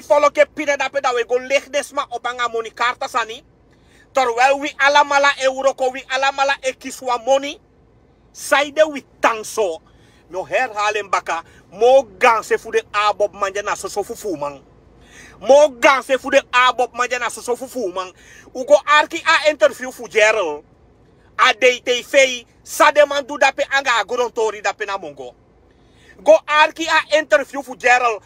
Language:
Sranan Tongo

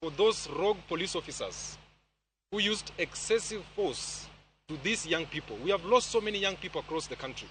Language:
Luo (Kenya and Tanzania)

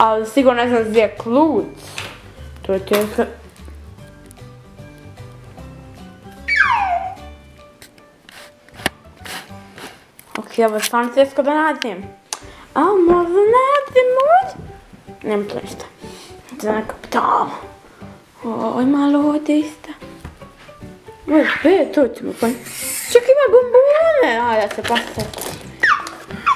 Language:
Croatian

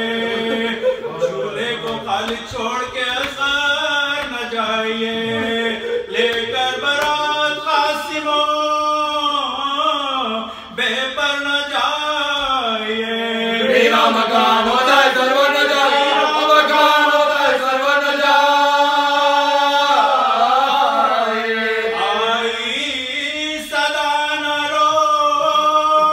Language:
Urdu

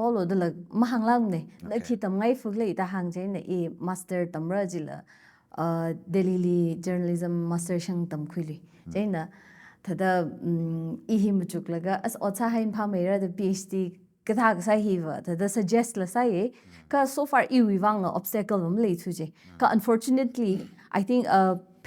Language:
Tangkhul Naga (India)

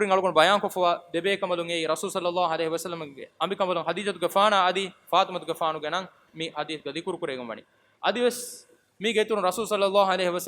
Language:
Divehi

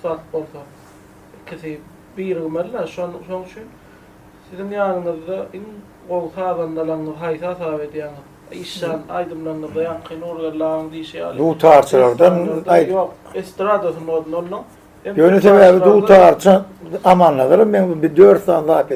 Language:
Turkmen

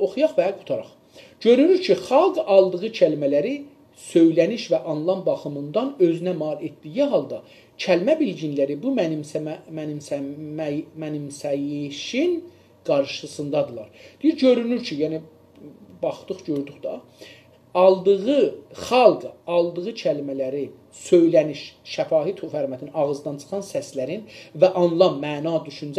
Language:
South Azerbaijani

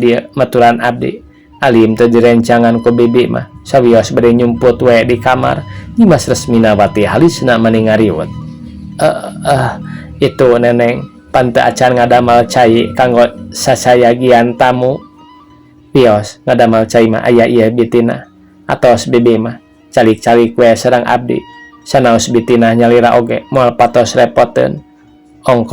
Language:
Sundanese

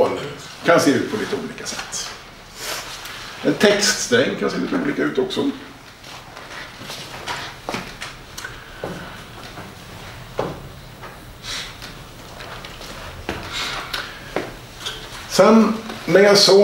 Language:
Swedish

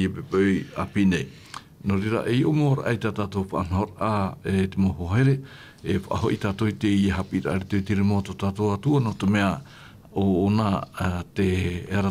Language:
Tahitian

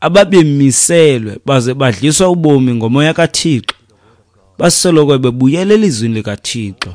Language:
Xhosa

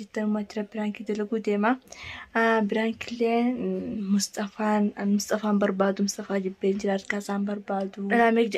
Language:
Oromo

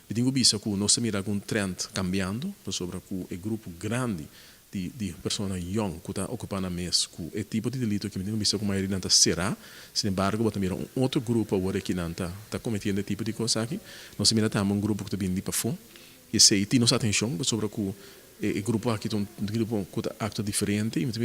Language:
Papiamento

